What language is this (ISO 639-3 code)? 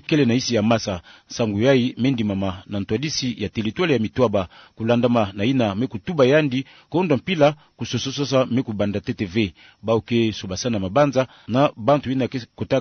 ktu